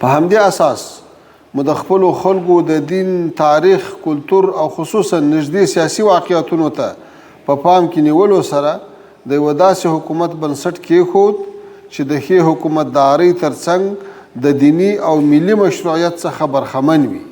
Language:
Pashto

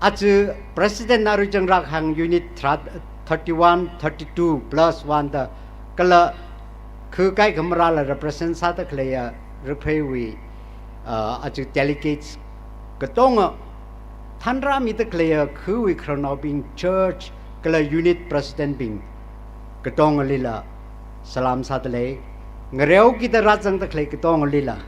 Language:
Tangkhul Naga (India)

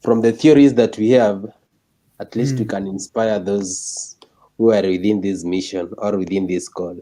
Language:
Gusii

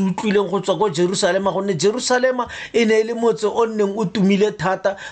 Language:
Tswana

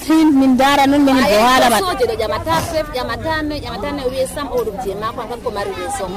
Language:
Nigerian Fulfulde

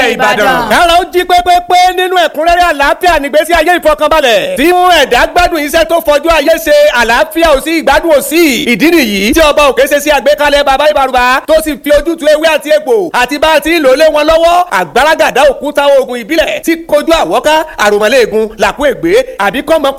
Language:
Yoruba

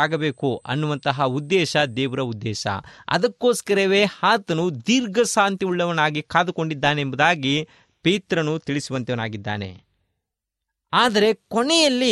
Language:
Kannada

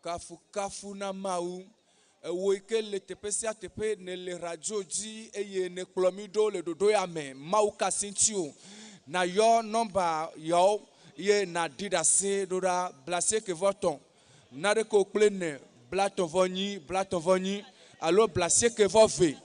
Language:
Ewe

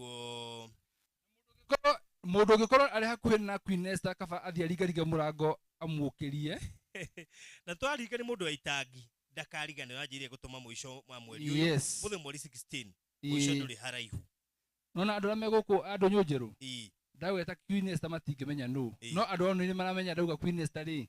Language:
Kikuyu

